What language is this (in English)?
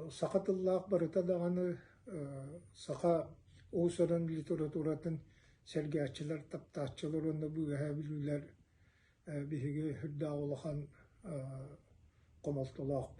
Yakut